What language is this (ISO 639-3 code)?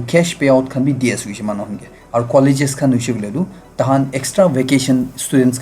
nag